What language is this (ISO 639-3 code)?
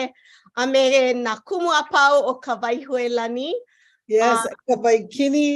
haw